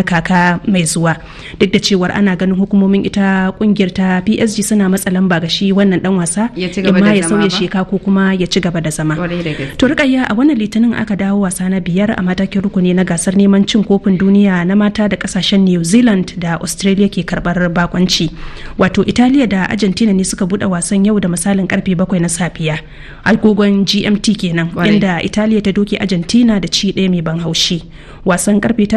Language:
Hausa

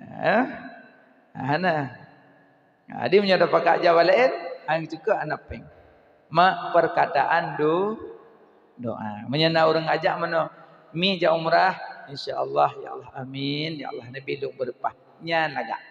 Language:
Achinese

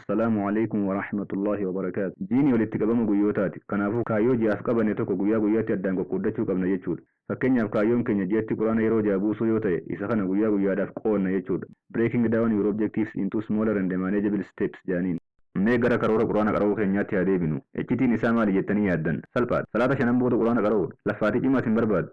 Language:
Oromo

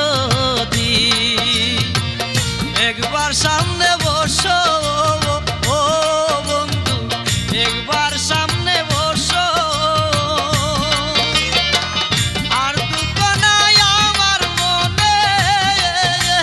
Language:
Bangla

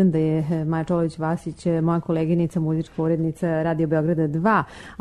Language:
Serbian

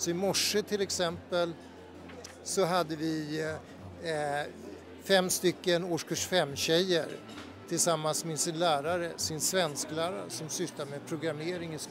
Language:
Swedish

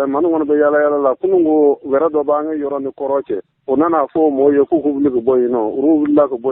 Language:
Bambara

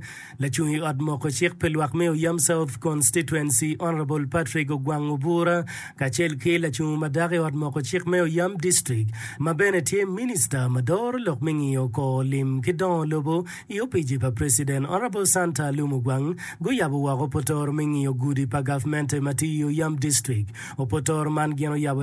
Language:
Acoli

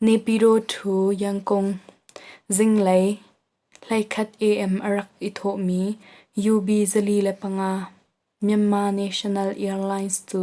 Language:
Hakha Chin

